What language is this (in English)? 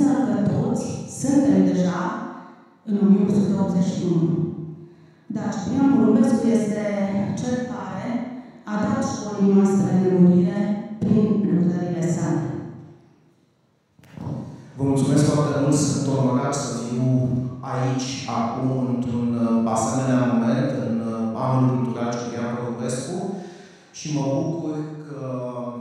Romanian